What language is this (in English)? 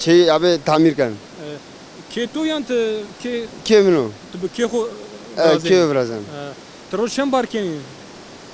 Zaza